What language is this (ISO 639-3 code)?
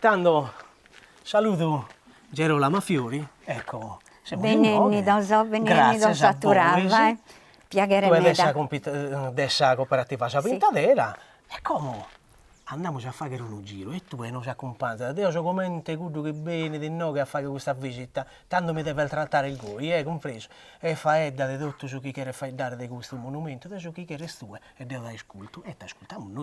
srd